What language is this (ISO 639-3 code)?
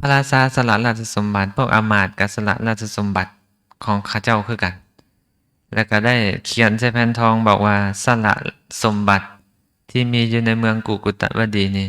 lao